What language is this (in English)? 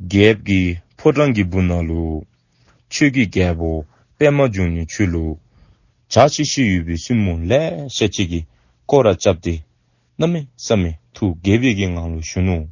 Dzongkha